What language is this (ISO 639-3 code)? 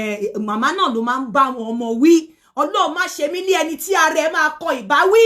yor